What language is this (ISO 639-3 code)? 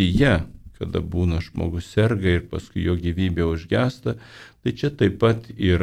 lit